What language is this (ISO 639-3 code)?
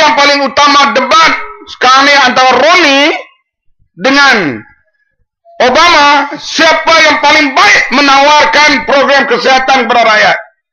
msa